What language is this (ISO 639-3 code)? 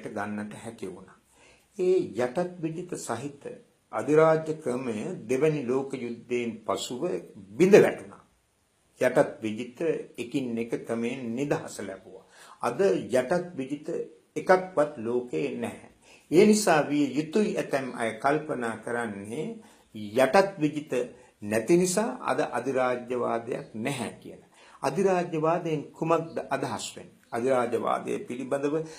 sin